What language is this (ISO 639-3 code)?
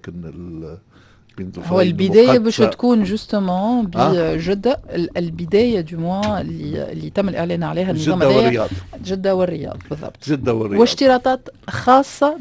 aeb